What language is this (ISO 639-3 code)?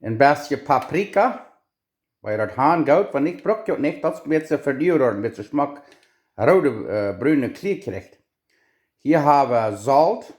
pdt